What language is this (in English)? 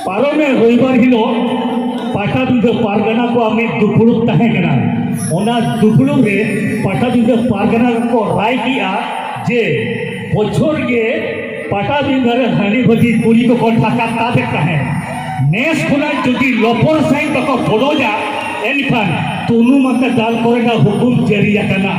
Santali